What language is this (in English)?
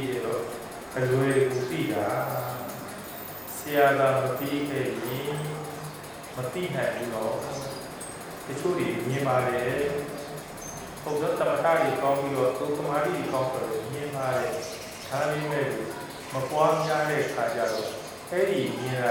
Burmese